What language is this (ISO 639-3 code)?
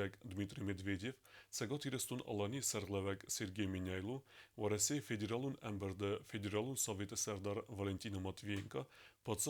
oss